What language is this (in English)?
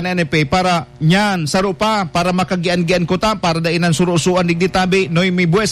Bikol